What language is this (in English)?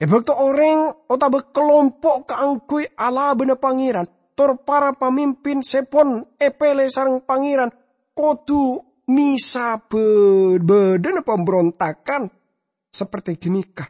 Madurese